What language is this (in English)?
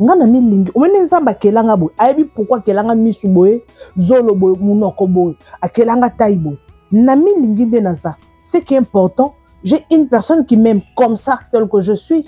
Lingala